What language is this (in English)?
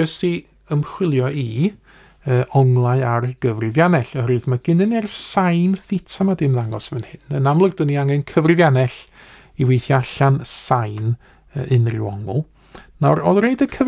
Welsh